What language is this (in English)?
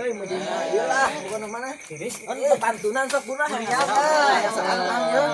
Sundanese